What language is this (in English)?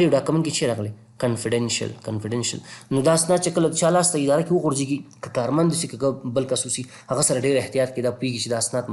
Pashto